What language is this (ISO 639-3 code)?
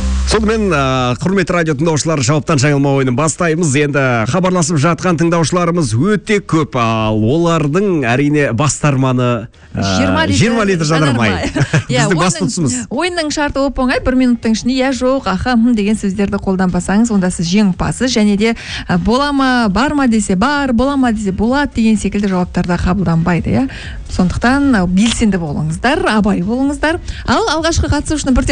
kaz